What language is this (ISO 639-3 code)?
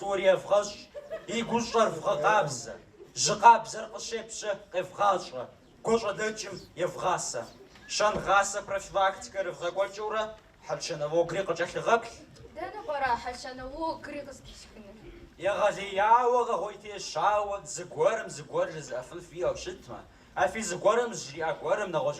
kbd